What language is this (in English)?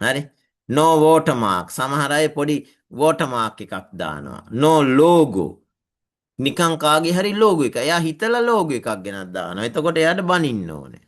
Sinhala